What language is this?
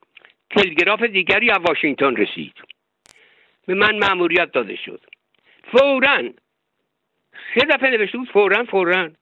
Persian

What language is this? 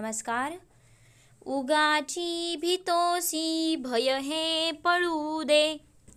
Marathi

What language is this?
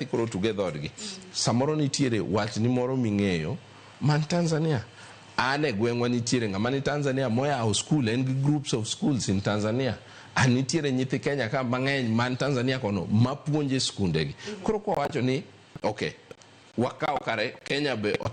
Luo (Kenya and Tanzania)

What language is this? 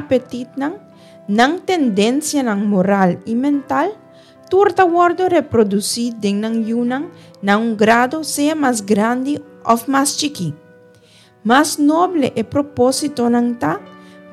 Papiamento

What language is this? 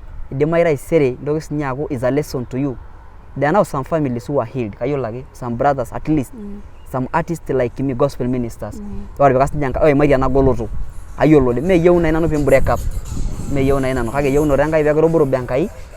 Masai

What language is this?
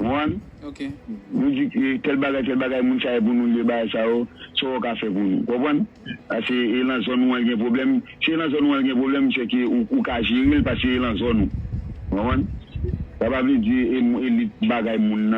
Haitian Creole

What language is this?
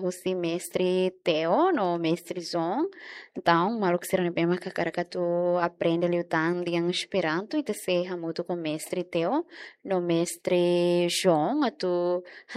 Tetum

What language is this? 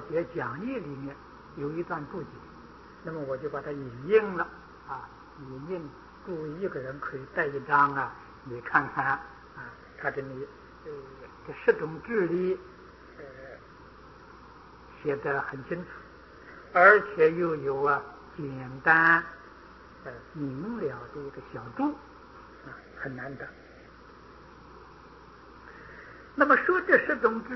Chinese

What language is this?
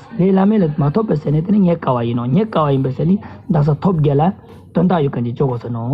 Ladakhi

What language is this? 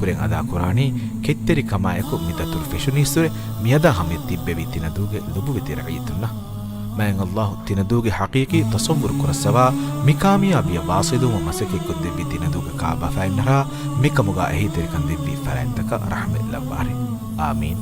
Divehi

